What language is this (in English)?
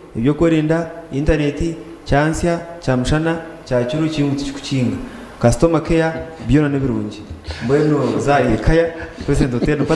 Nyankole